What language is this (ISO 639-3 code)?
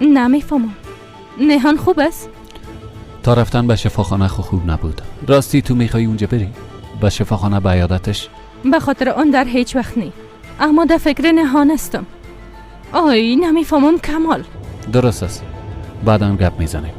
fas